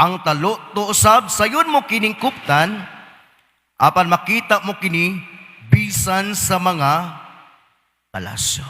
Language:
Cebuano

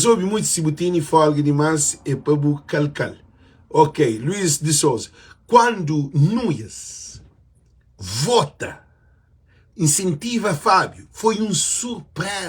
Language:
Kabuverdianu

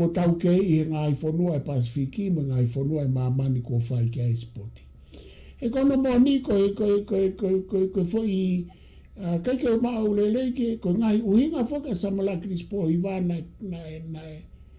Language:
Tongan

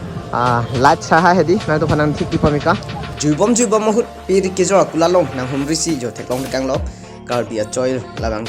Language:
Karbi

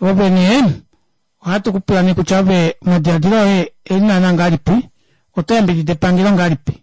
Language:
Kuanyama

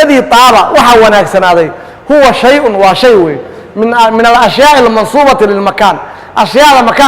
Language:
Somali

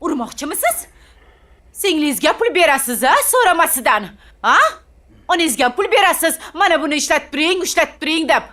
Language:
Uzbek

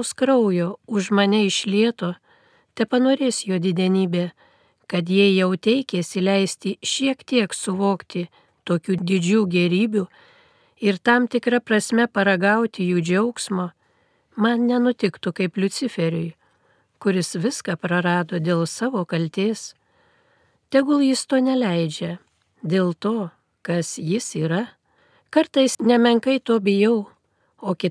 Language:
Lithuanian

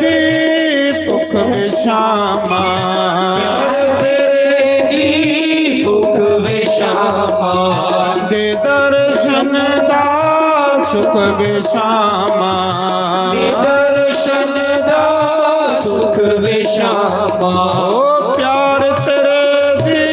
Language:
Dogri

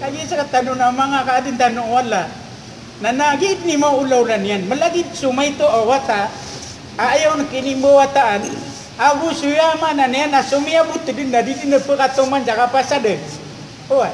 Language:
Maranao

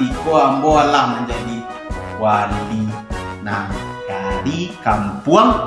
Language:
Minangkabau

